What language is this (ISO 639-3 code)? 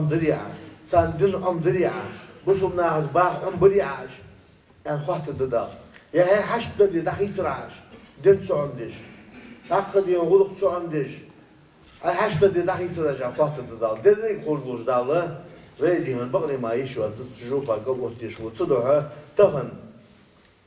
inh